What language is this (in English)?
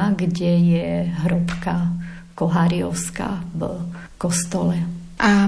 Slovak